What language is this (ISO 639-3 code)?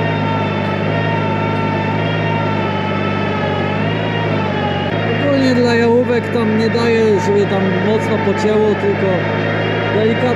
pol